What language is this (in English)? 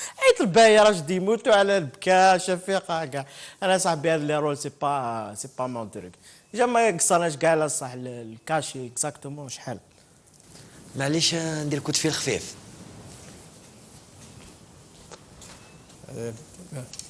Algerian Arabic